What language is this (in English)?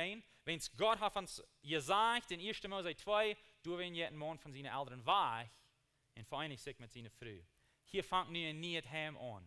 Plautdietsch